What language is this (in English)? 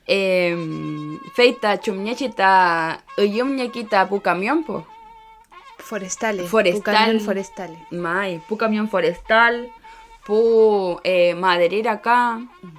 Mapuche